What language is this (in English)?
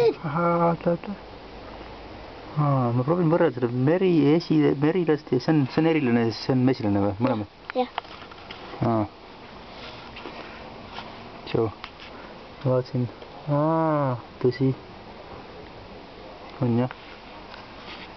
Estonian